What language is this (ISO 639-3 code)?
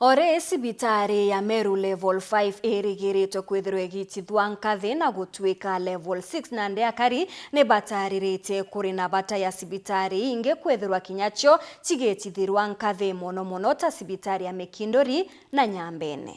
mer